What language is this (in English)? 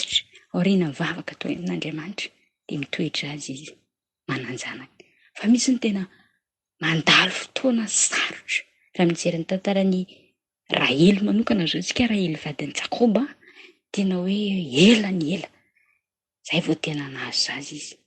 Malagasy